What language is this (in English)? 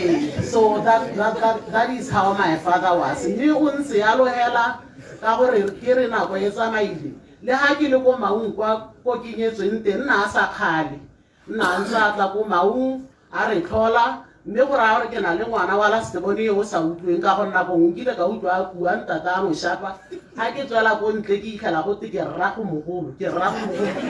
Tswana